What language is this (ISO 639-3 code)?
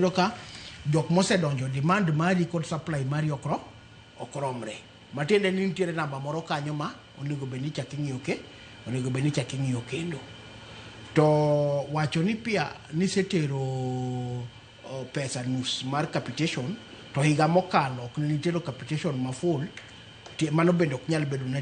luo